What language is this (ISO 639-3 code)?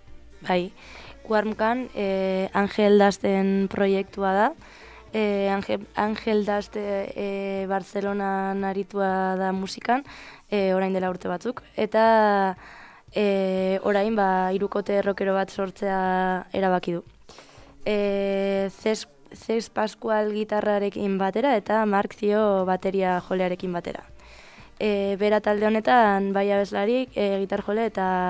eus